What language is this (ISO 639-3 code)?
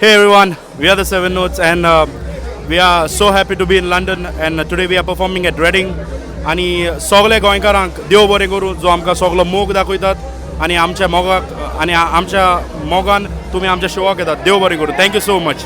kok